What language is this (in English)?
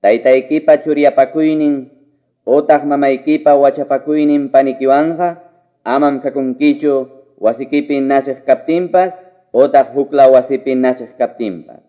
Quechua